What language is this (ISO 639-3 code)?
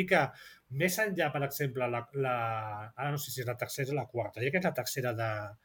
cat